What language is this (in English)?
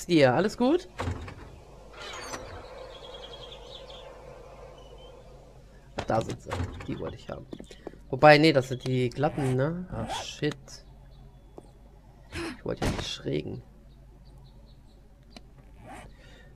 German